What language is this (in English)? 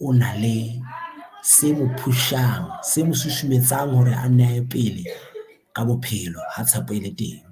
Southern Sotho